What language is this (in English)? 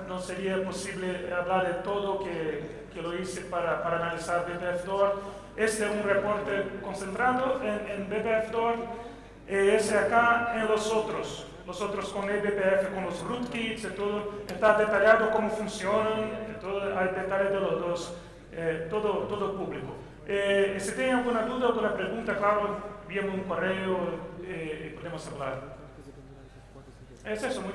Spanish